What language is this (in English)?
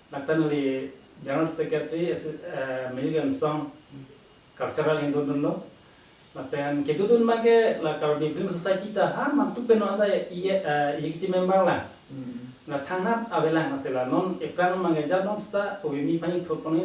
Karbi